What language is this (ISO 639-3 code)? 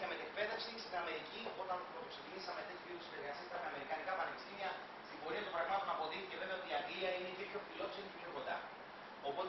ell